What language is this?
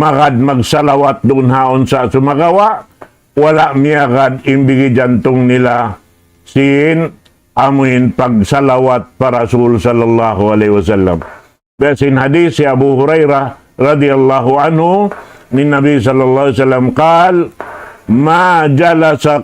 Tausug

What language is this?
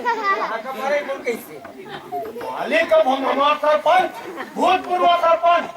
Chhattisgarhi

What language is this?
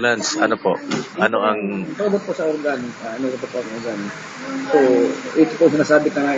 Bikol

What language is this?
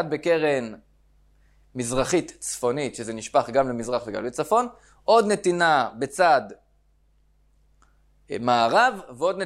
Hebrew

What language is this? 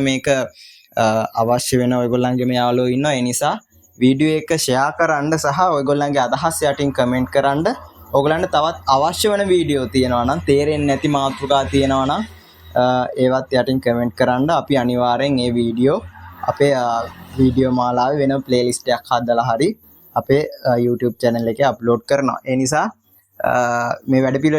Sinhala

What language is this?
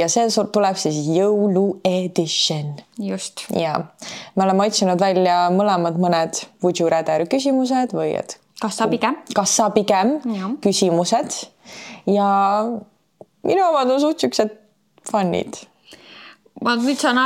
Estonian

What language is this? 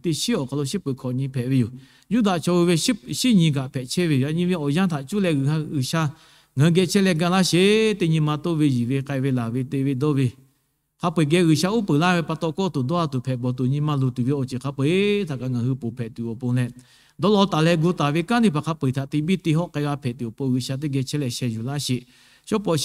Lahu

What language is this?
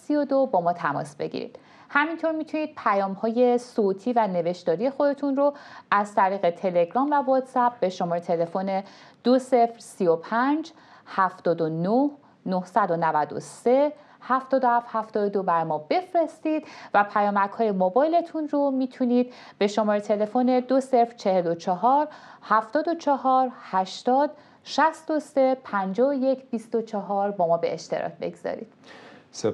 Persian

